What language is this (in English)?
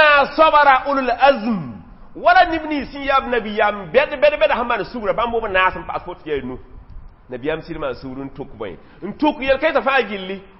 Mossi